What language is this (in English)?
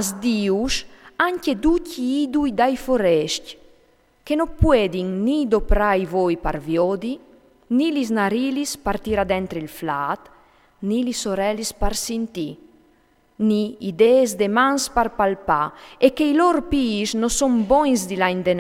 Friulian